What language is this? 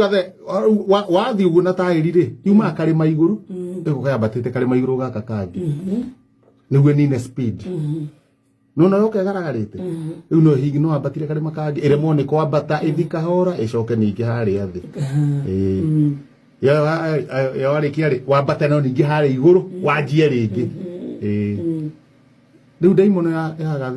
Kikuyu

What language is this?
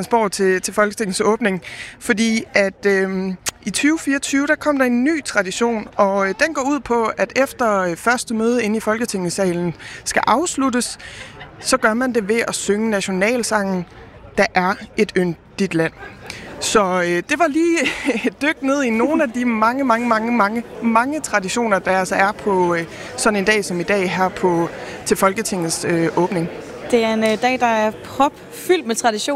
Danish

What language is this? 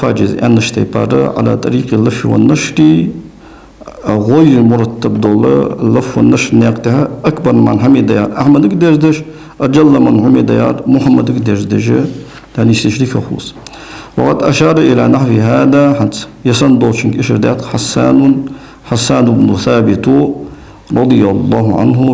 Ingush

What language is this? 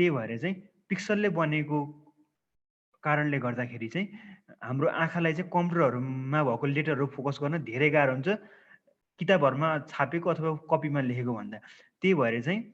Nepali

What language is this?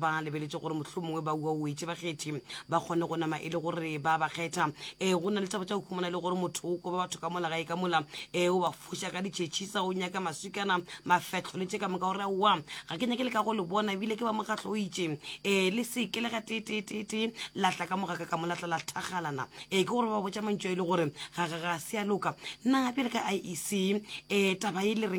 Northern Sotho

